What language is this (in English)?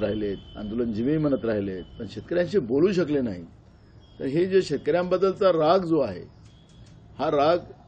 Marathi